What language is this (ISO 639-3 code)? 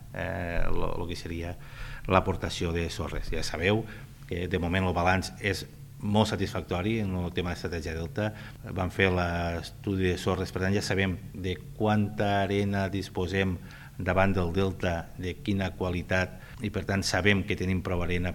cat